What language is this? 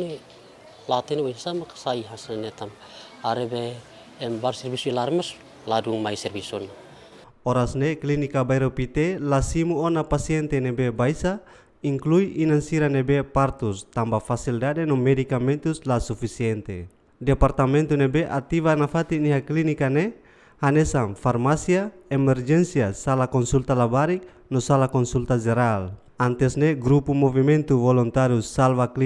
Tetum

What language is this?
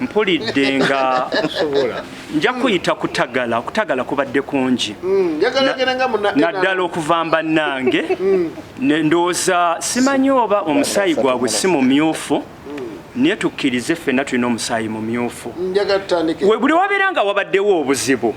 Ganda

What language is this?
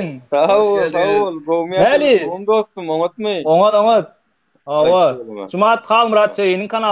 Turkmen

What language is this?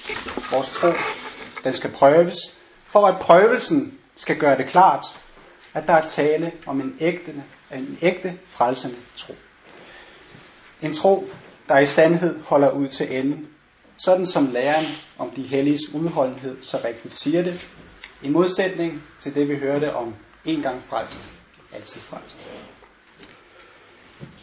Danish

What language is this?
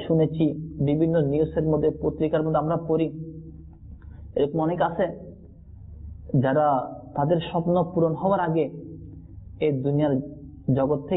Bangla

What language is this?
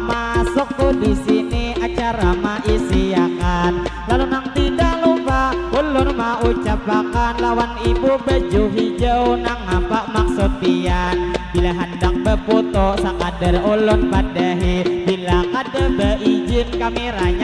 Banjar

